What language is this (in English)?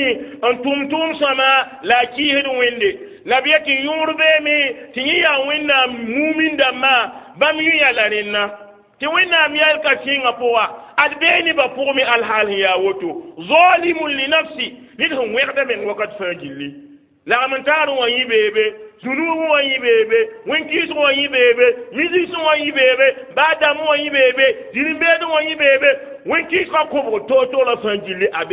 Mossi